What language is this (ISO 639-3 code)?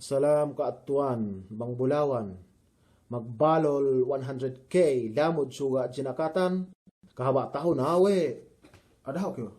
yka